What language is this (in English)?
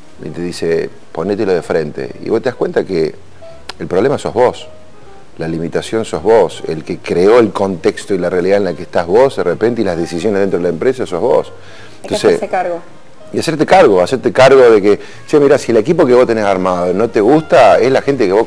Spanish